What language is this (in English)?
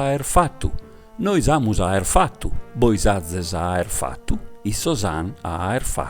Sardinian